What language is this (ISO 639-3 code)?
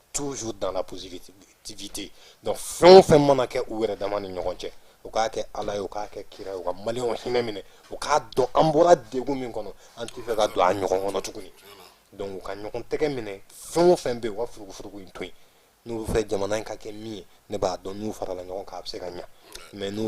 bam